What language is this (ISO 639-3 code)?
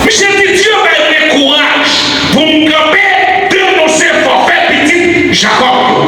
hat